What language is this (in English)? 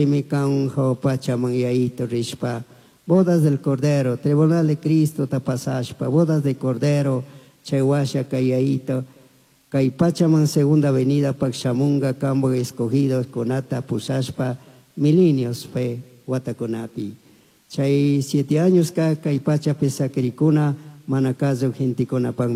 Chimborazo Highland Quichua